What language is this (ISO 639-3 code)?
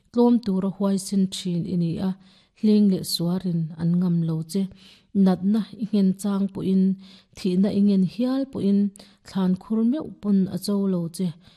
lus